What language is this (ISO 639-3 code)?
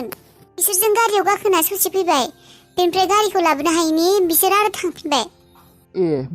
brx